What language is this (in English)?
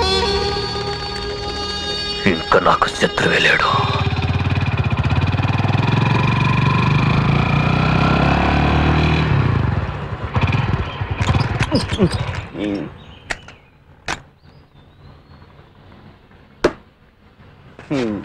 Telugu